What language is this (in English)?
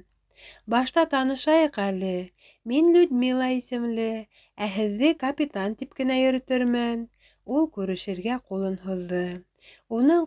Bashkir